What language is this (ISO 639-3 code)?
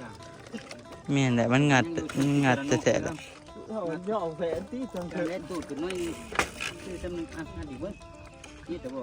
tts